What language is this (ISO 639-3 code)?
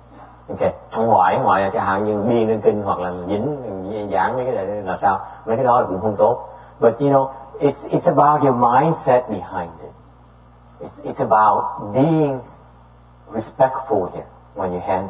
vie